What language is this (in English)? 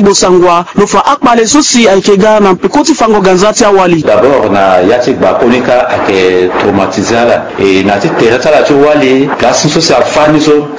Sango